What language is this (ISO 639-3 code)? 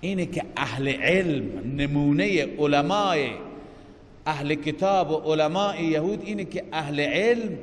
fas